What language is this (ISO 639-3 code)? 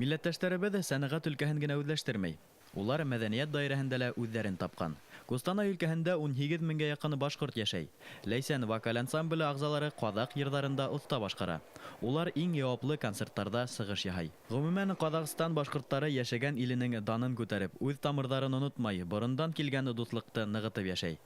bak